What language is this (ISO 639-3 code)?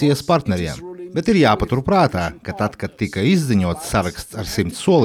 lav